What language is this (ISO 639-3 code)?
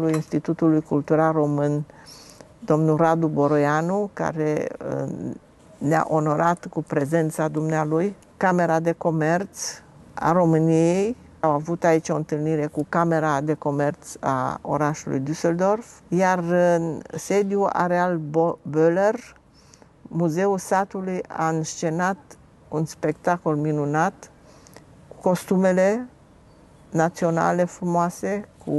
ron